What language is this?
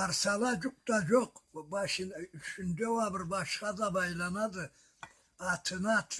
Karachay-Balkar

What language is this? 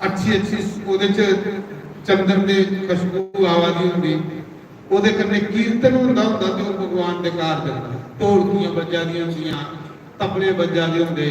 Dogri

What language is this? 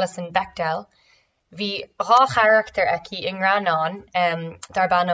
Irish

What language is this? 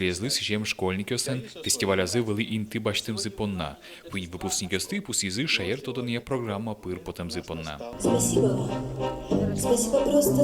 Udmurt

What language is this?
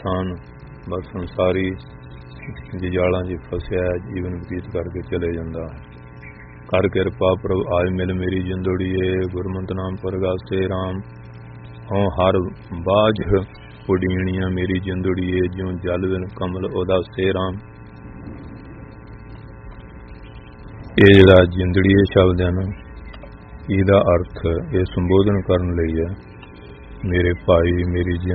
Punjabi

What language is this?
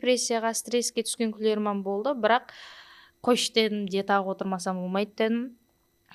Kara-Kalpak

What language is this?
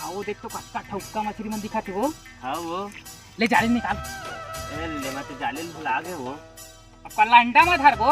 Chhattisgarhi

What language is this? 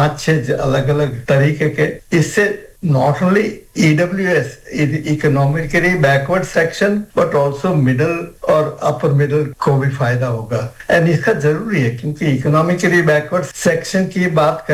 Hindi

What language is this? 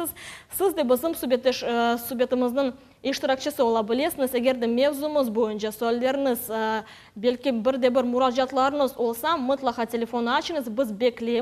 Crimean Tatar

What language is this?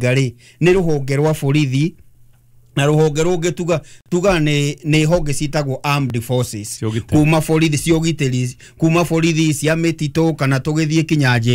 Kikuyu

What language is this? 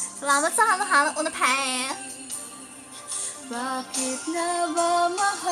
Filipino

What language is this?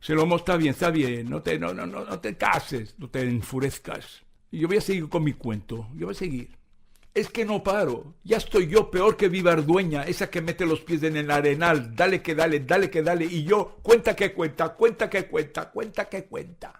Ladino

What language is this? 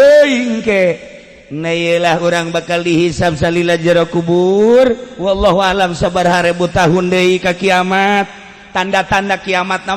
Sundanese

